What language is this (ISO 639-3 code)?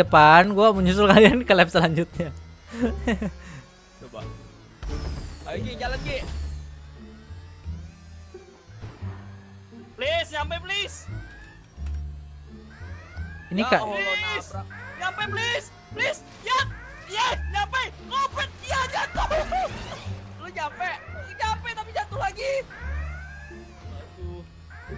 ind